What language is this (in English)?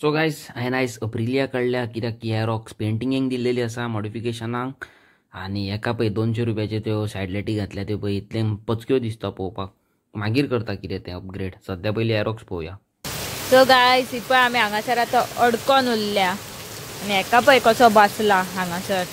Konkani